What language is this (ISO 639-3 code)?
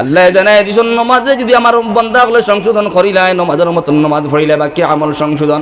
syl